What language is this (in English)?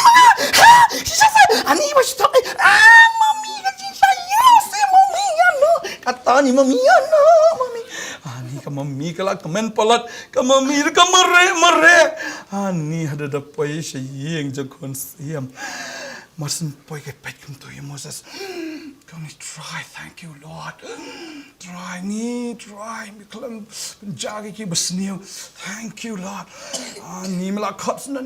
Khasi